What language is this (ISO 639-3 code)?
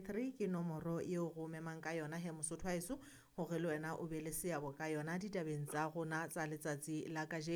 sot